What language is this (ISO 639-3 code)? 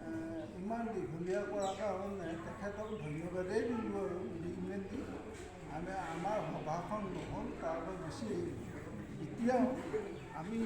asm